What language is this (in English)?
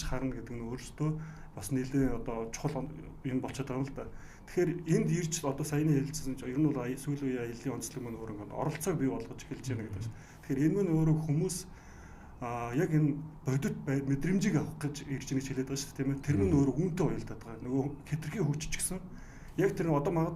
Mongolian